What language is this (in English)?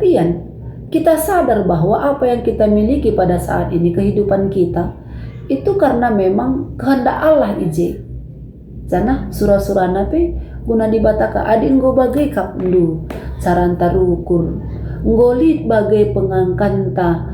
Batak Karo